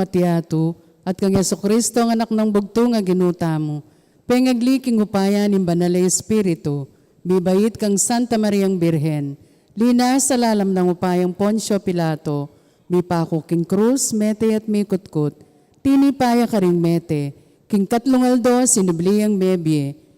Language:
Pampanga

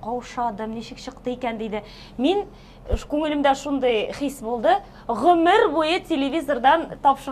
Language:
Tatar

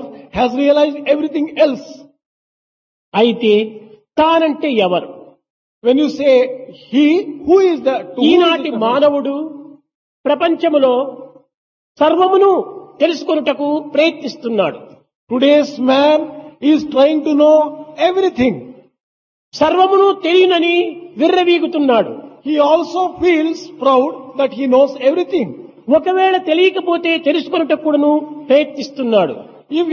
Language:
Telugu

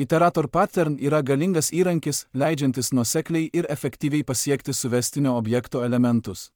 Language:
Lithuanian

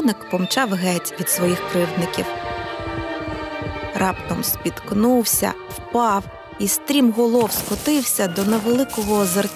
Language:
Ukrainian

